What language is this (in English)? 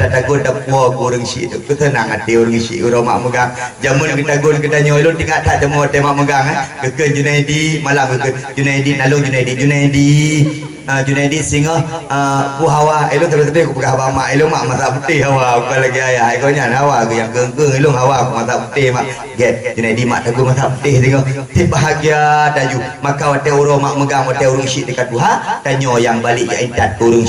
Achinese